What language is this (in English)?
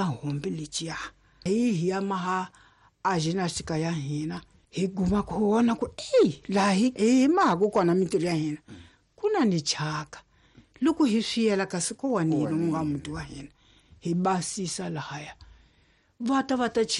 Tsonga